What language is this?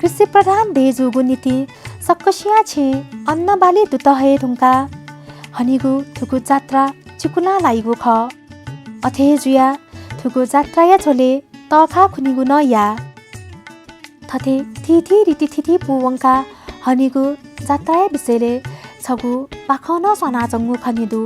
Newari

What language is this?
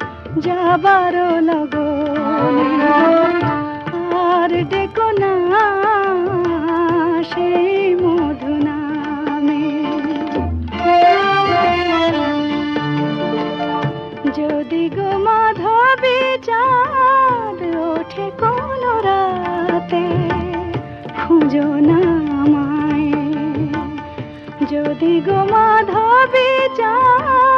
Bangla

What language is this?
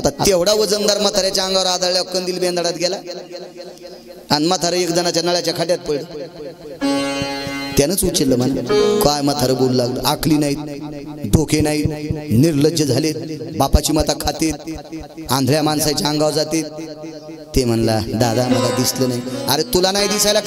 Marathi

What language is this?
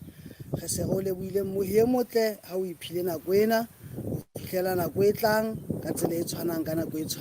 Southern Sotho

